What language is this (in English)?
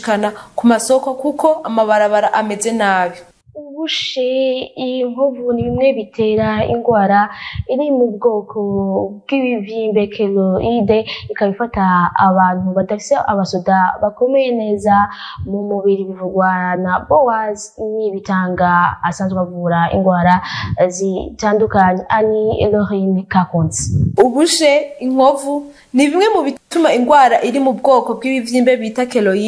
Rundi